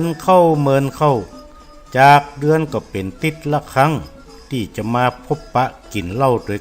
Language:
Northern Thai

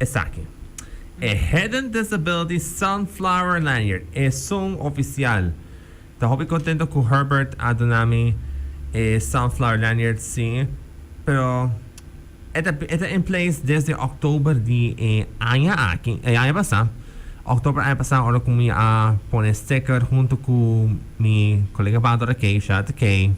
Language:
Papiamento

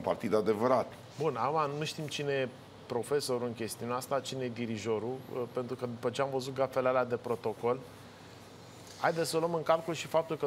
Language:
Romanian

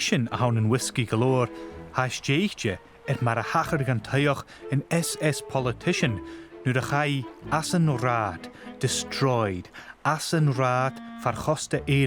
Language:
Scottish Gaelic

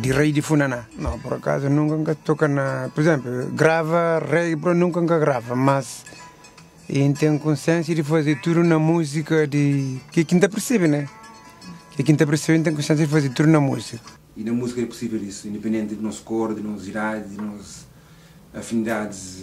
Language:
Kabuverdianu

